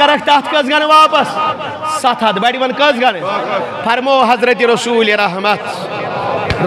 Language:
Kashmiri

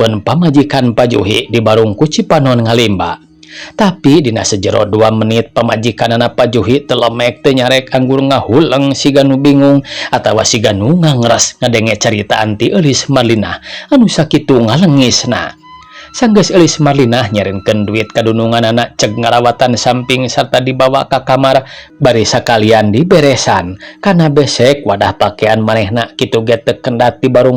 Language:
Sundanese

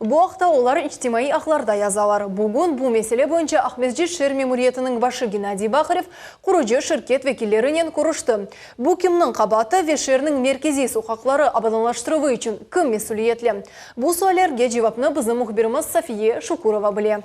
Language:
Crimean Tatar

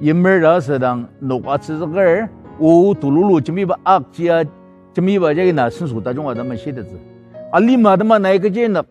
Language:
Ao Naga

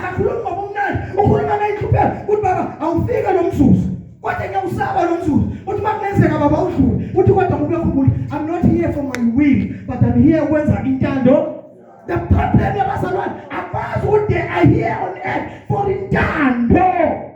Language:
Zulu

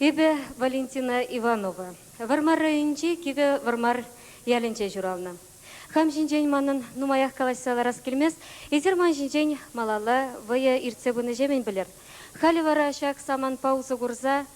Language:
Chuvash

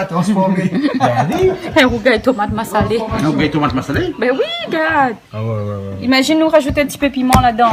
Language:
Réunion Creole French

